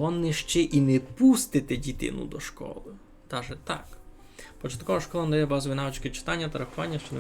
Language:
Rusyn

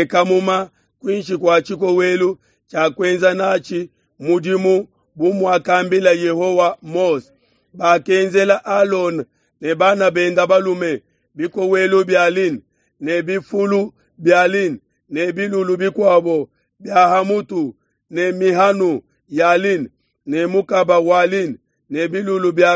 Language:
Luba-Lulua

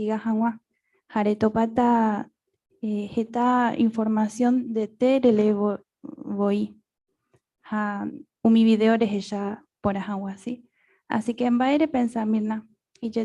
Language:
Guarani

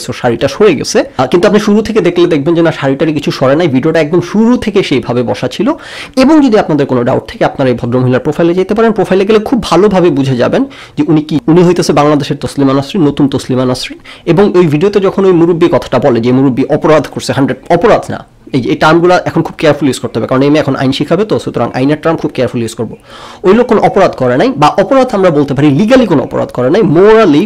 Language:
Bangla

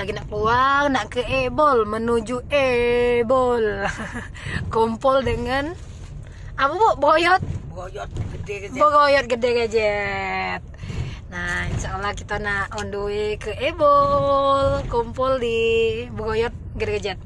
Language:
Musi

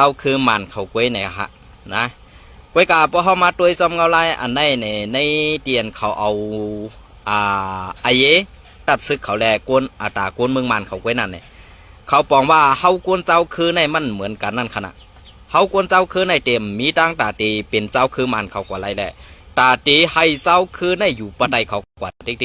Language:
Shan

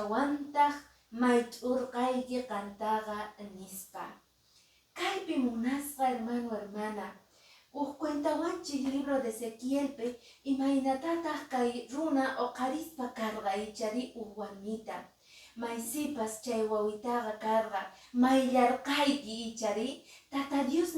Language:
Quechua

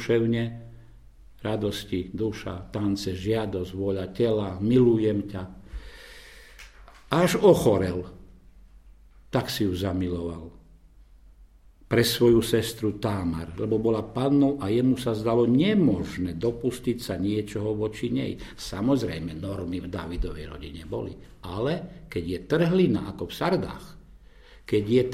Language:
Slovak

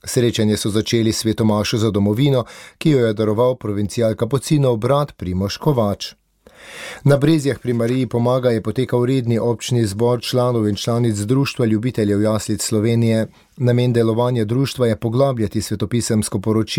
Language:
Slovenian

